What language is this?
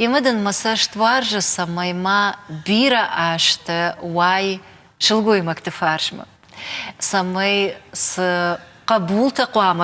Ossetic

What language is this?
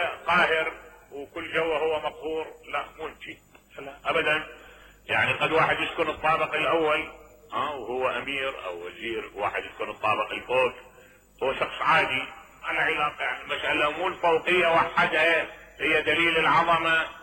Mesopotamian Arabic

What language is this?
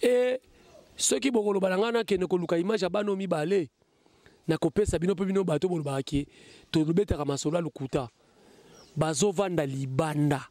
Lingala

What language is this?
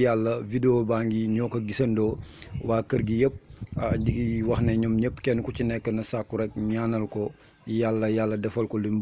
Wolof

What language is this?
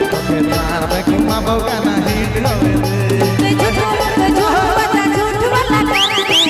Sadri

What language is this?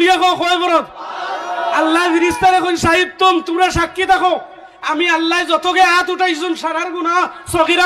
Sylheti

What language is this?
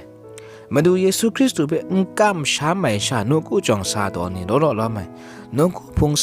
Kachin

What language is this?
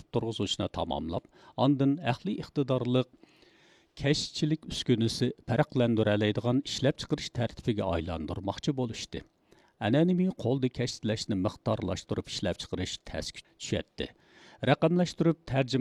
Uyghur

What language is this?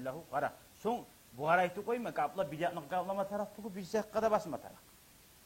Kumyk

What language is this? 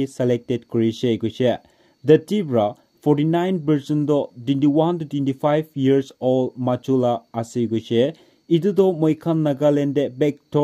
Naga Pidgin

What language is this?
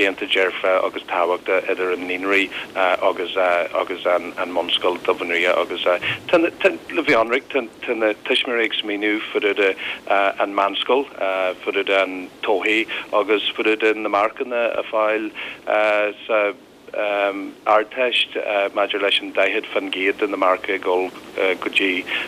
Irish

